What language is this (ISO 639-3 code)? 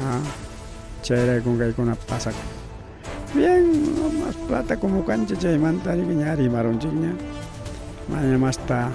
quy